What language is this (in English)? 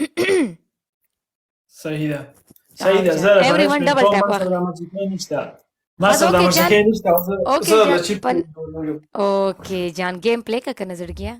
Pashto